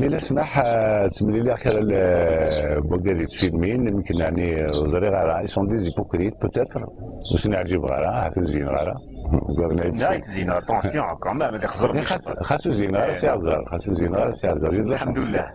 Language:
Kabyle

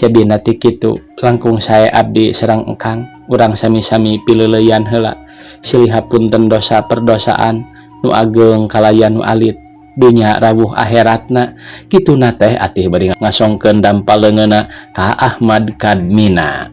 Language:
Sundanese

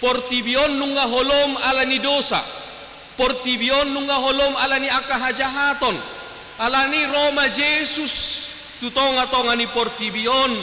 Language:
Batak Toba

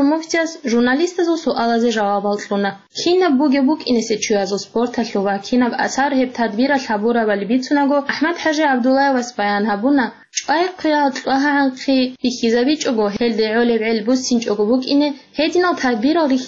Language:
Avaric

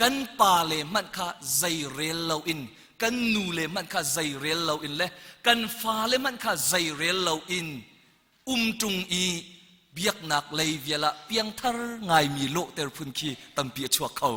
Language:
Hakha Chin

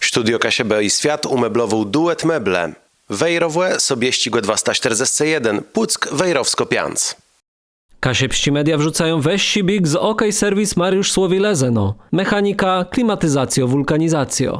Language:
Kashubian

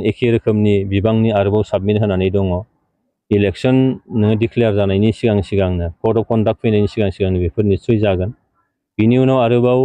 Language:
Bodo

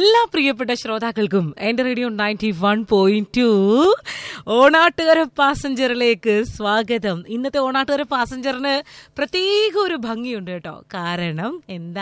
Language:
Malayalam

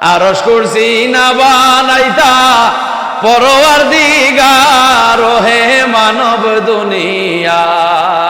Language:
Sylheti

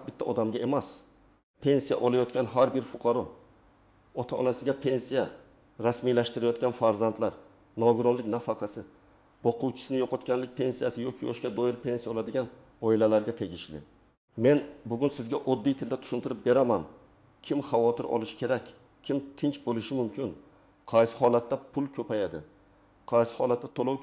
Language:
Uzbek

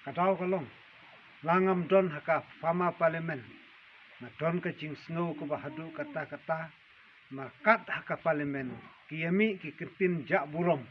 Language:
Khasi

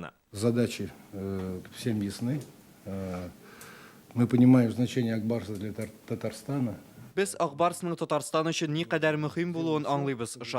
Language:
Tatar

